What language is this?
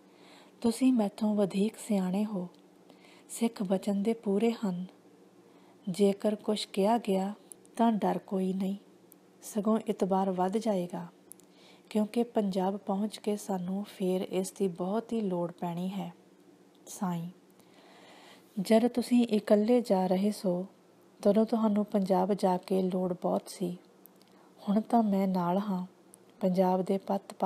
Punjabi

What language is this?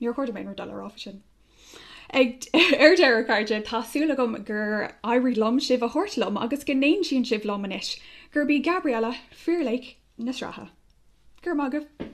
Irish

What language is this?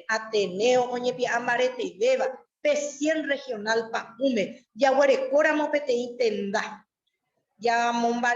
Guarani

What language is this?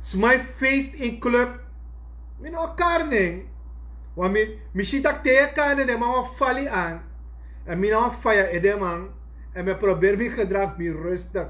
Sranan Tongo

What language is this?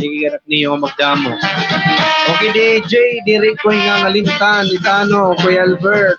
Waray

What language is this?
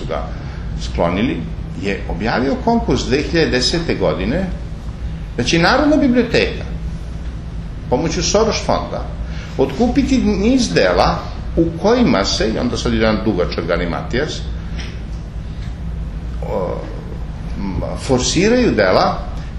Serbian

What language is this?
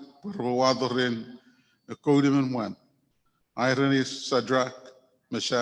Chuukese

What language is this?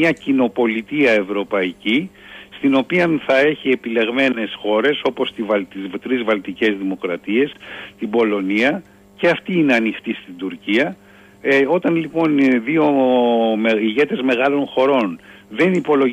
Greek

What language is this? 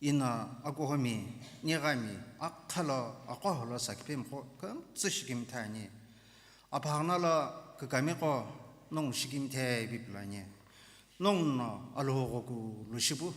Sumi Naga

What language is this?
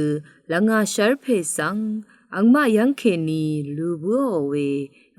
Rawang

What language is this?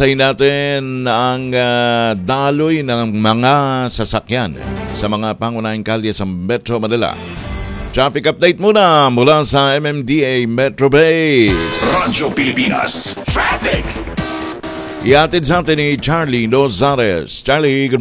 Filipino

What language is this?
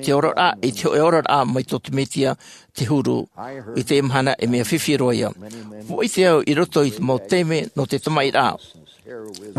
Tahitian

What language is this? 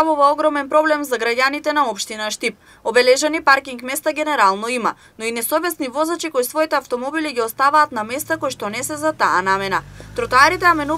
Macedonian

